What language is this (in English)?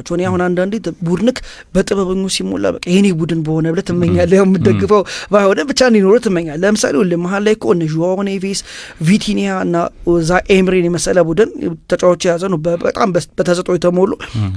Amharic